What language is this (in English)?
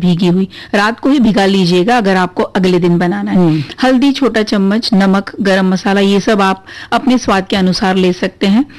Hindi